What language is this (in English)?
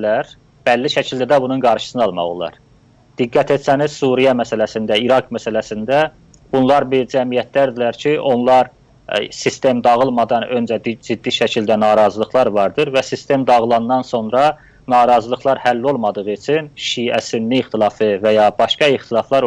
South Azerbaijani